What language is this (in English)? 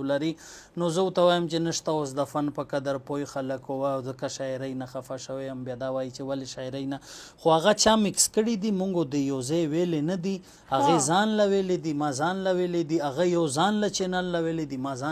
Pashto